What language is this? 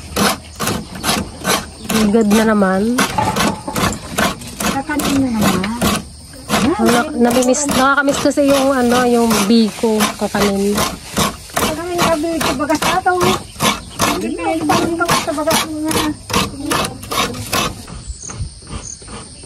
Filipino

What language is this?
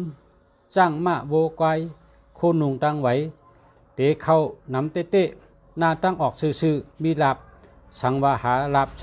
Shan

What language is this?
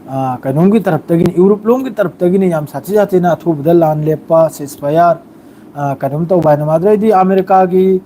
Manipuri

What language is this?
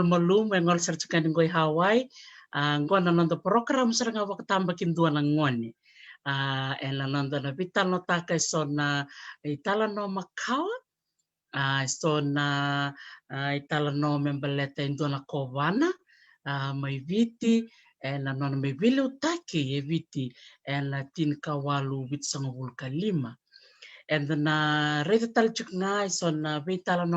Fijian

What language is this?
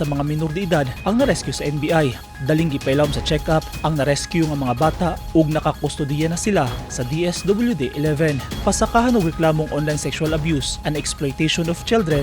Cebuano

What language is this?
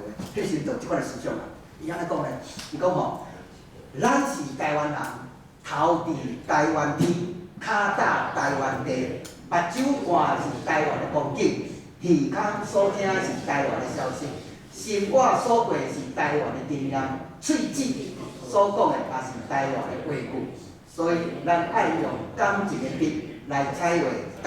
Min Nan Chinese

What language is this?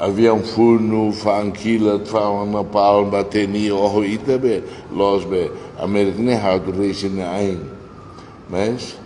Tetum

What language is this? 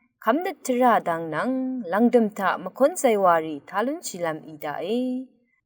Rawang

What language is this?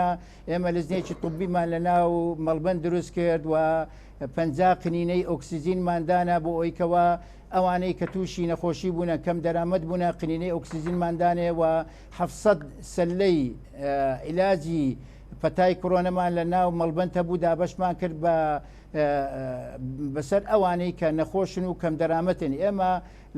Central Kurdish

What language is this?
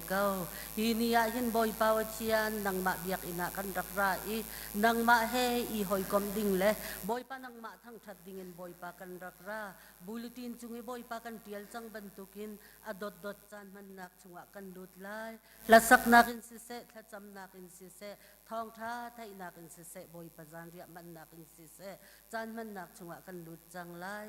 Hakha Chin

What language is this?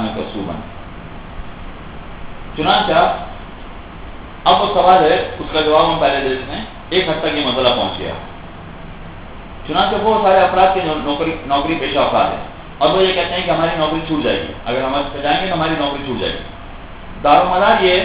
Urdu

